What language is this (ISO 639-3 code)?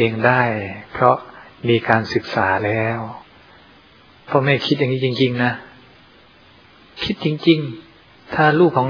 tha